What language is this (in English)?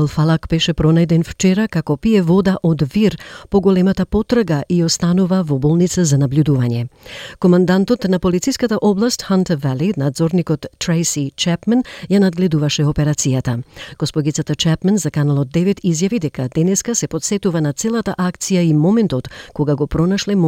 Macedonian